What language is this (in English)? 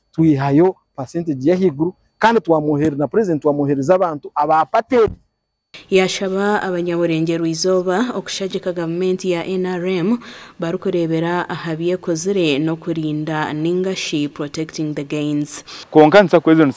Nyankole